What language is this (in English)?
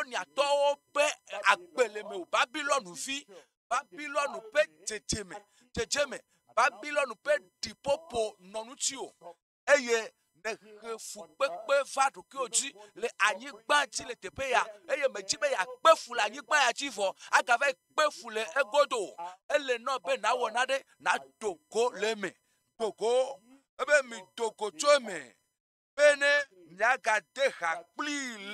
Ewe